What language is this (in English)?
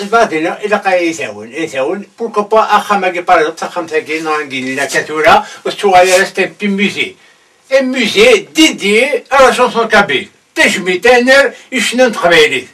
Kabyle